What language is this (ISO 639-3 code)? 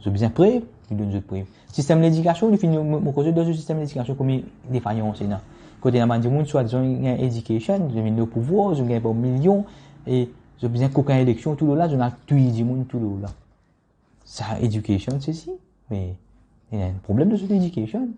mfe